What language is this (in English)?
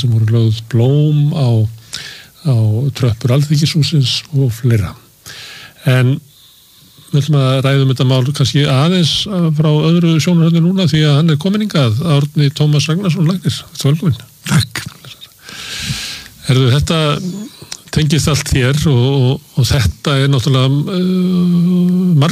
Icelandic